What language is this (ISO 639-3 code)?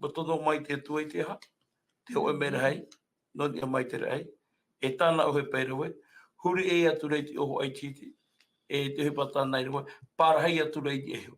tah